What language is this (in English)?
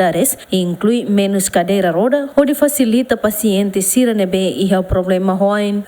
Tetum